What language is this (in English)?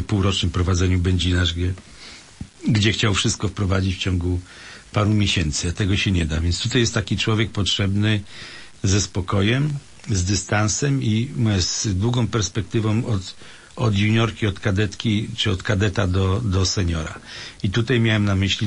Polish